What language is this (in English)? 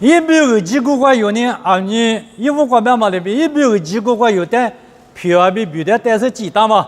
Lisu